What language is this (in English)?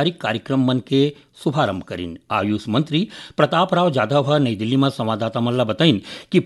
Chhattisgarhi